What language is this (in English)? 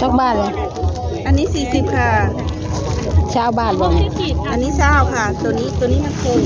Northeastern Thai